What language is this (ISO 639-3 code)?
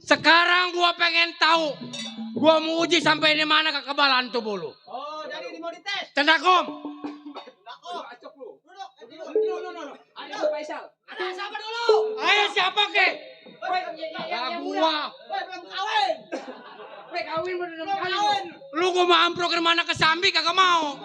bew